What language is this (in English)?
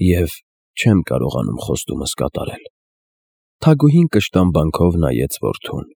Armenian